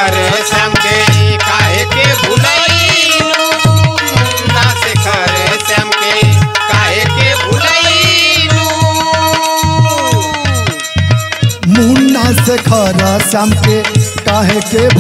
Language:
Bhojpuri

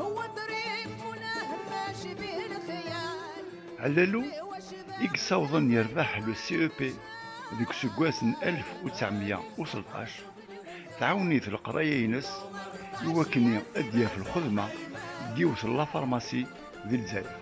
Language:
Kabyle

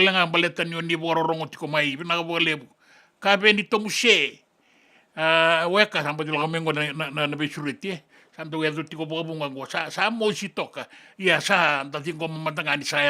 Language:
Fijian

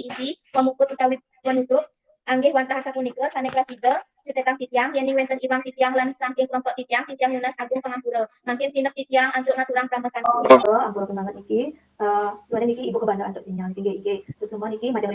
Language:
Balinese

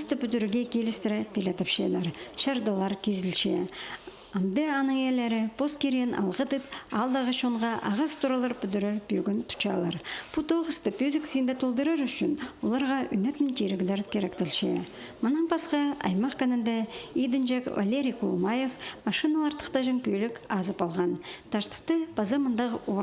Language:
Khakas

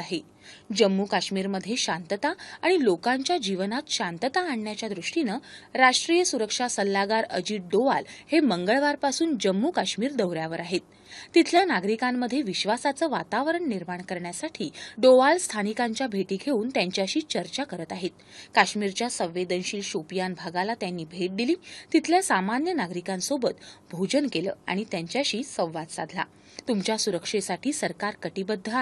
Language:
Marathi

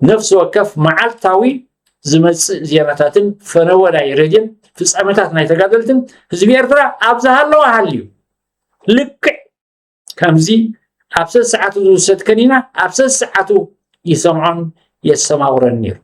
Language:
Tigrinya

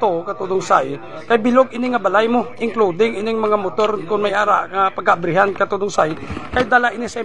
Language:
Hiligaynon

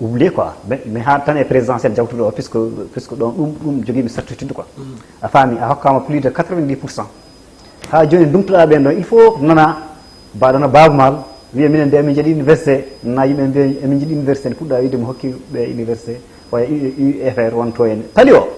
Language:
Fula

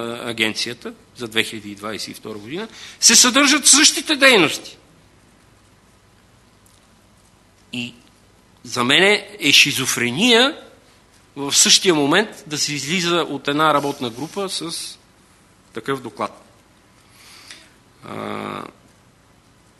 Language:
Bulgarian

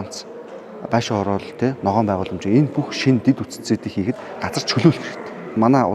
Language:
Mongolian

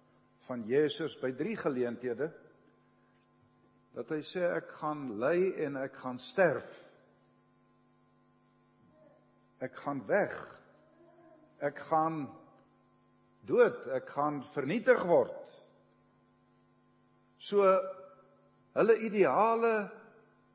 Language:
Afrikaans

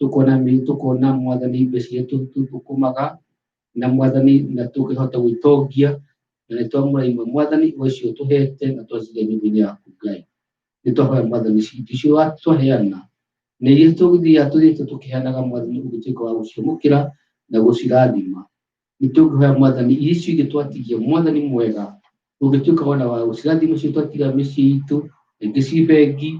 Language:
Kikuyu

